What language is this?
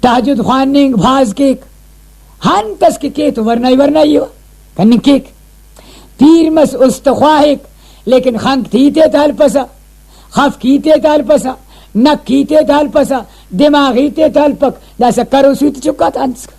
Brahui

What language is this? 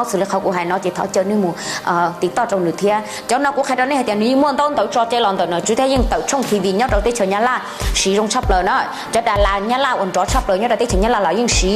Hmong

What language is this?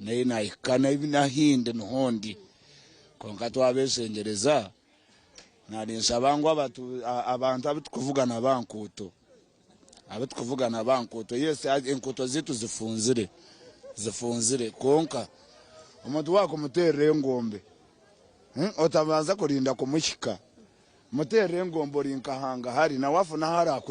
Nyankole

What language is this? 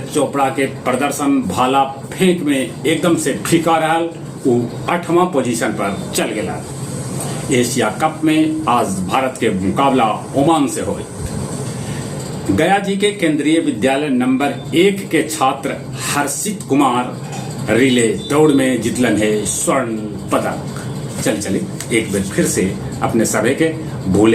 Magahi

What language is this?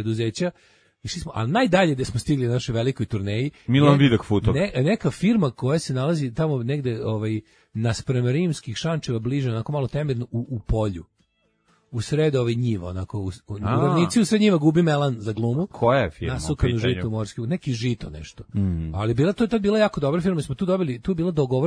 Serbian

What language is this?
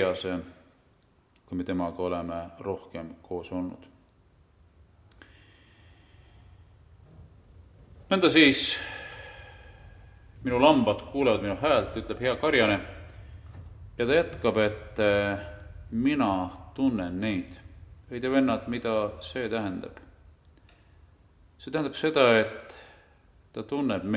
Estonian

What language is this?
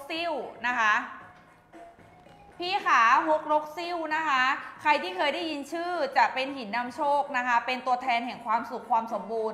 Thai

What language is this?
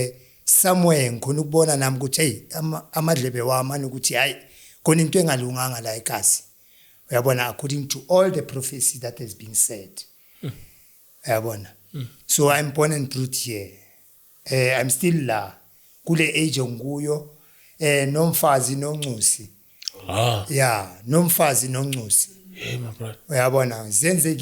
Zulu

